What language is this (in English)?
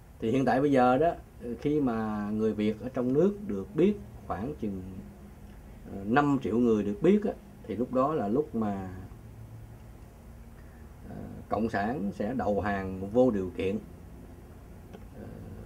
Vietnamese